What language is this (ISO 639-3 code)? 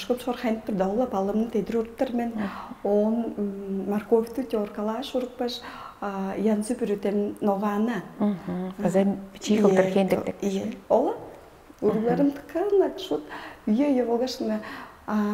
tyv